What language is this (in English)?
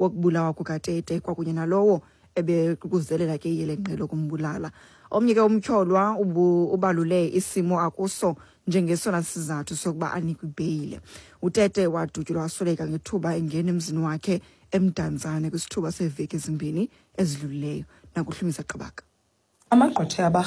Xhosa